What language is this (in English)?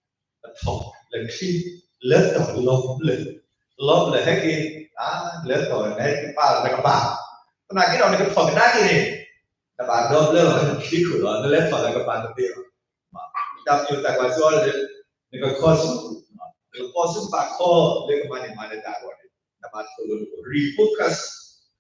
S'gaw Karen